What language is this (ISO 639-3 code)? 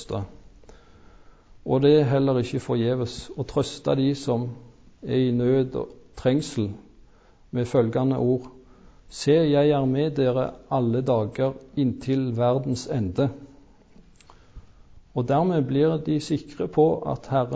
nor